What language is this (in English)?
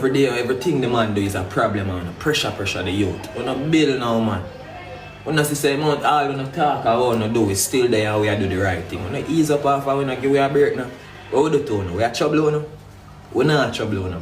Jamaican Creole English